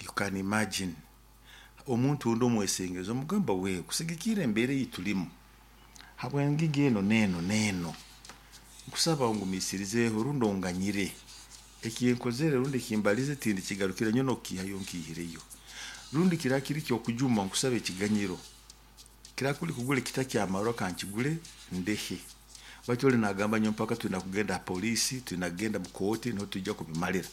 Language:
Nyoro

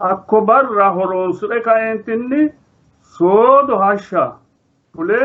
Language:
Sidamo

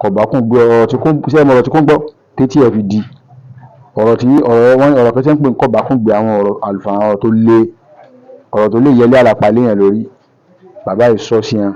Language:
Yoruba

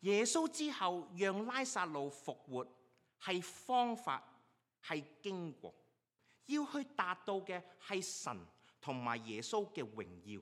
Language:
Cantonese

